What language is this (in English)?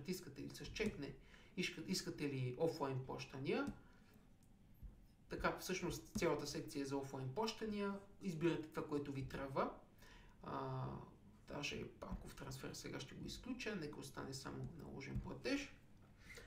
Bulgarian